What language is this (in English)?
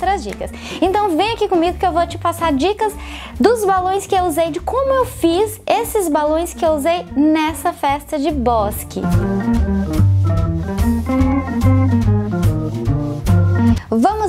Portuguese